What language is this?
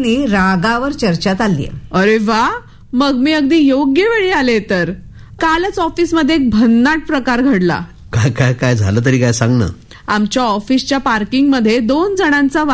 Marathi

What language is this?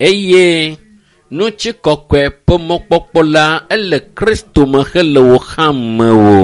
Ewe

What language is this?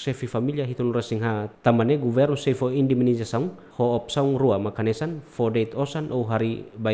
Tetum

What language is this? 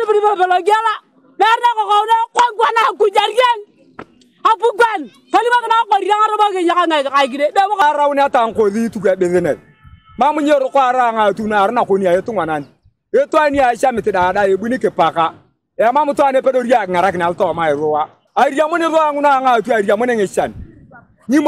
Teso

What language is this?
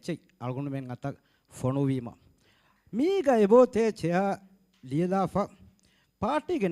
Divehi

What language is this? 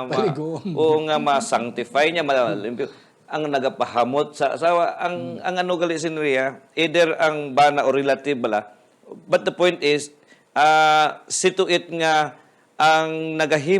Hiligaynon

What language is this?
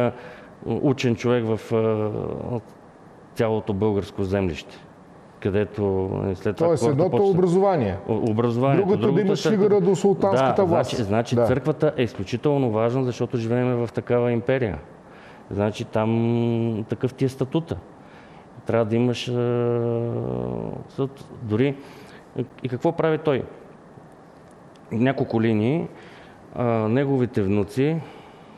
Bulgarian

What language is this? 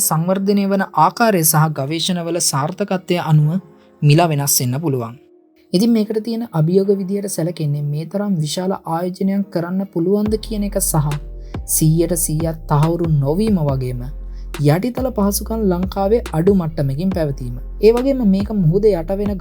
Sinhala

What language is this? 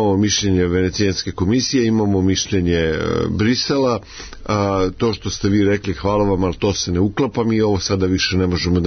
Serbian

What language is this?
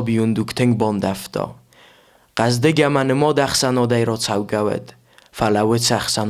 Ossetic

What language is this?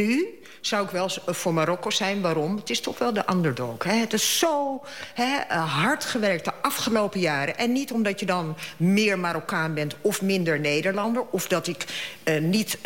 Dutch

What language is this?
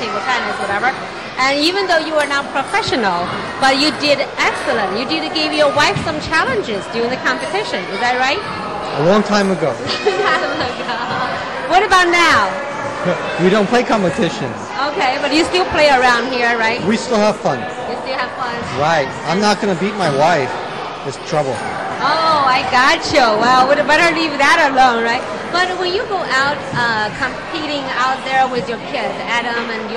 English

